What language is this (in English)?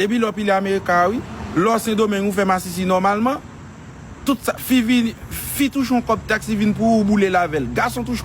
Haitian Creole